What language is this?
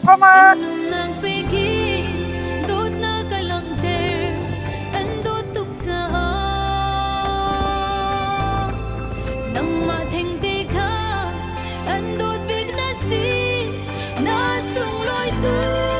Hakha Chin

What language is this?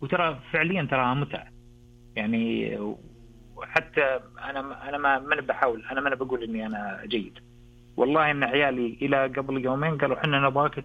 Najdi Arabic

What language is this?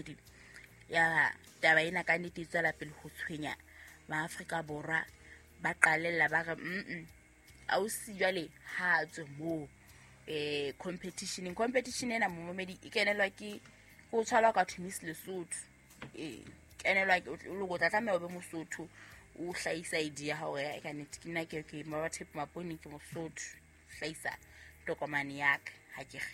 Southern Sotho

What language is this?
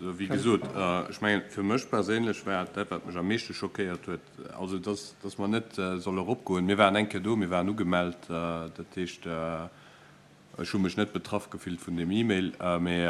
Luxembourgish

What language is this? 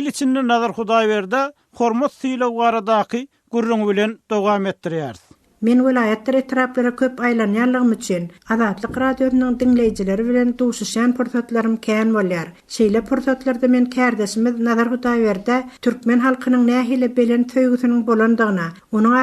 Turkmen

